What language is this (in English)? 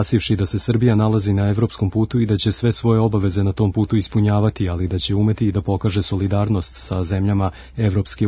Serbian